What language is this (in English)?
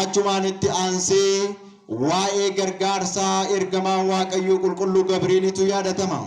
Oromo